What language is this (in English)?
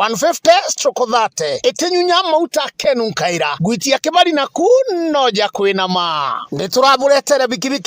Meru